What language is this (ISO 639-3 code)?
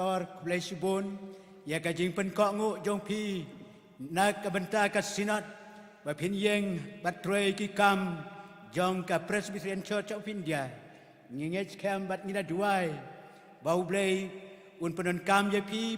kha